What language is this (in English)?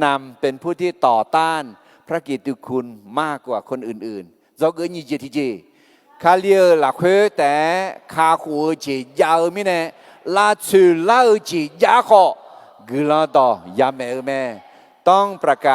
Akha